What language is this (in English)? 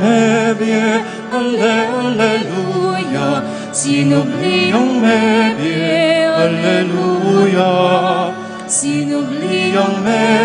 Pampanga